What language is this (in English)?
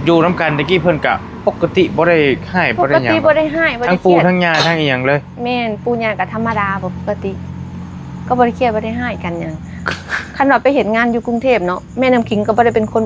Northeastern Thai